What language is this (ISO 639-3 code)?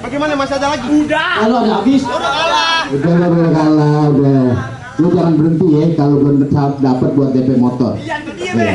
bew